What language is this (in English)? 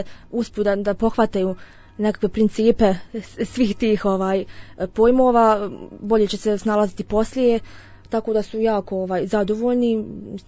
Bosnian